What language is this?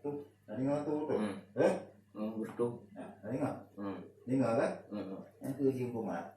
Achinese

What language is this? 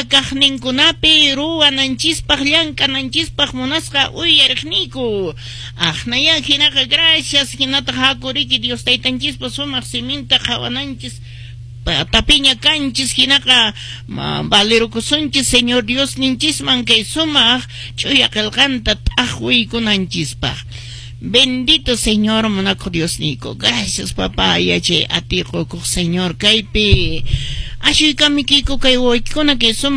Quechua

